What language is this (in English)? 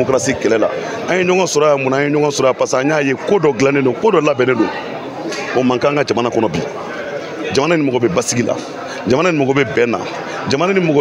Bambara